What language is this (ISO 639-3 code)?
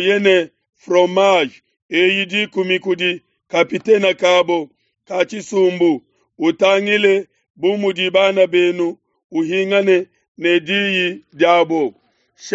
lua